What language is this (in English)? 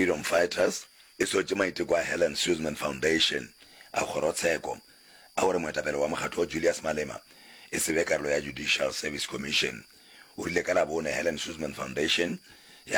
Northern Sotho